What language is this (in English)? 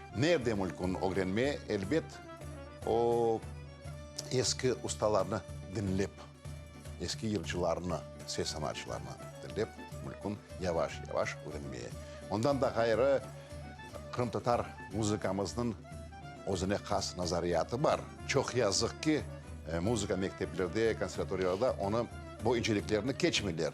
Crimean Tatar